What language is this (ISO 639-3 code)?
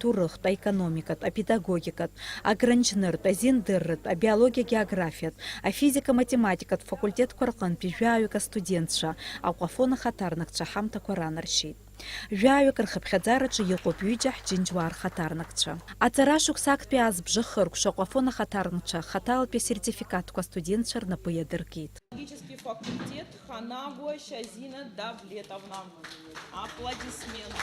abk